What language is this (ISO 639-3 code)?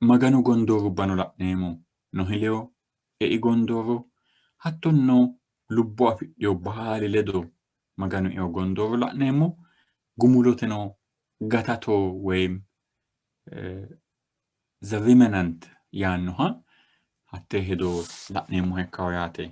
sid